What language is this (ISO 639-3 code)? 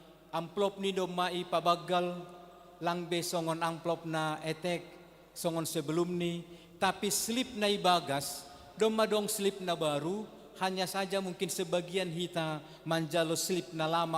bts